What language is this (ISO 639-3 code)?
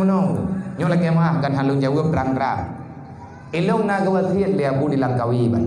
ace